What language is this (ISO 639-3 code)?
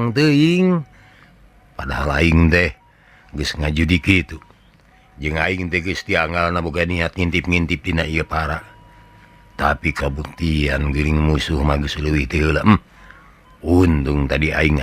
sun